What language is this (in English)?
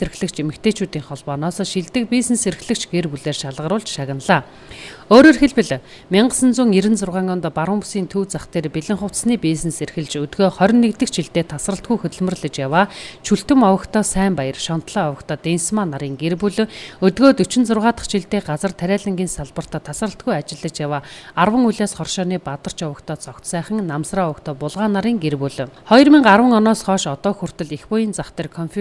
Mongolian